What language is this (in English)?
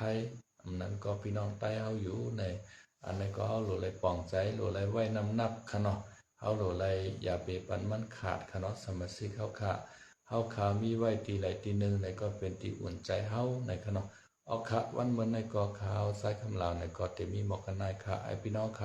Shan